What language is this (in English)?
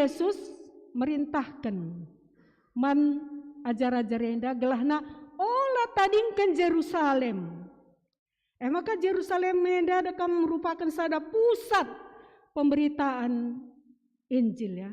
Batak Karo